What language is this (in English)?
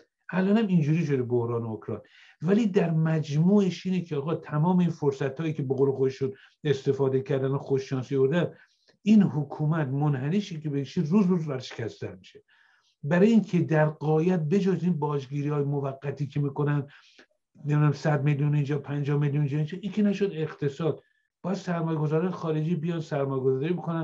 Persian